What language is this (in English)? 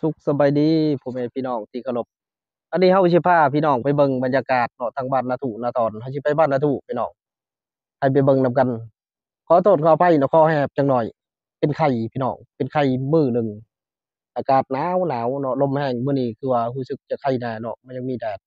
Lao